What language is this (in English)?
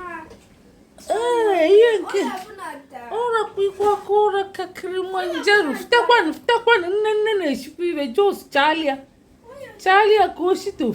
Igbo